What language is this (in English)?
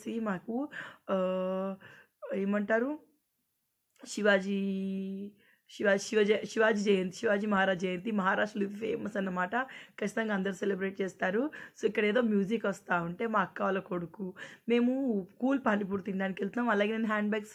Telugu